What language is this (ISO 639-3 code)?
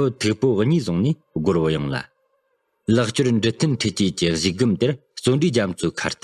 bod